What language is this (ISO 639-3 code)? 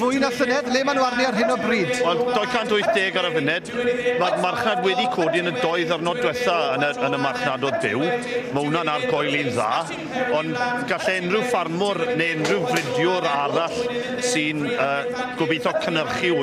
cym